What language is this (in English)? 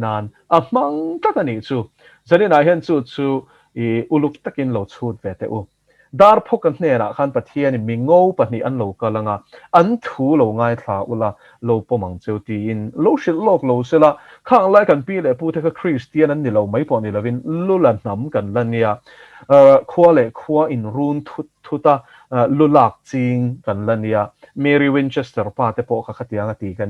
Mizo